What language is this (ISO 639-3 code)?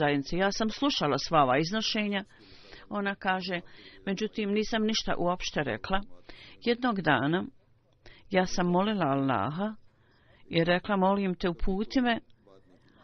bos